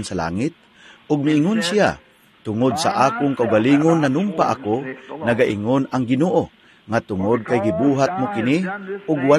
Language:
Cebuano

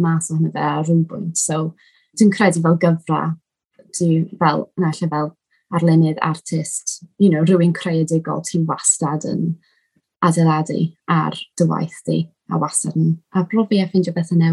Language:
Welsh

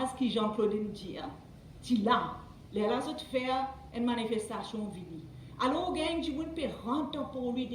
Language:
Morisyen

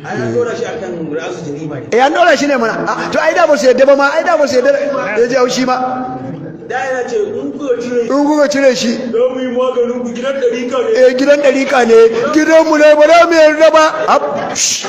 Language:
Hausa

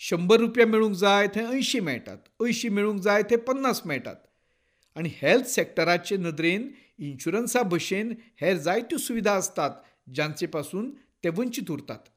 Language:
Konkani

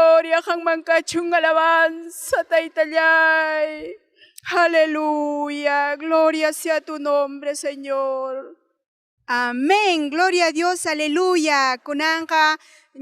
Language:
Ayacucho Quechua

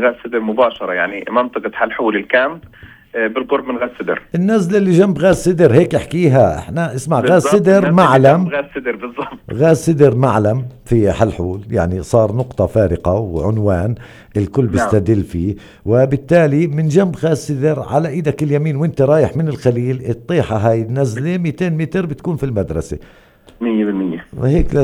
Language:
North Levantine Arabic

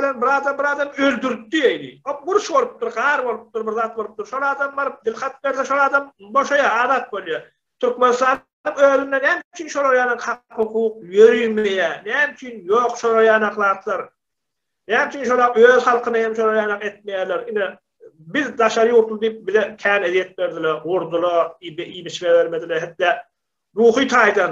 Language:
Turkmen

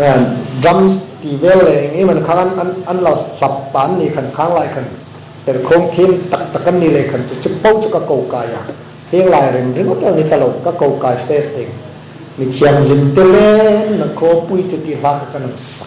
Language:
Hmar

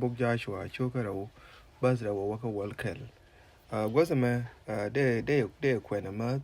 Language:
Nuer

